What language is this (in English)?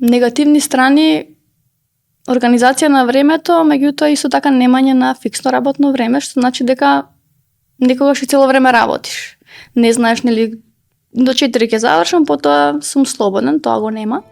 Macedonian